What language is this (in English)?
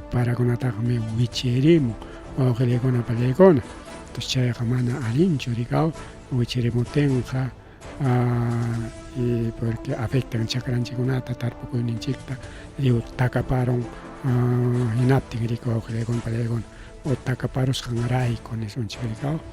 Ayacucho Quechua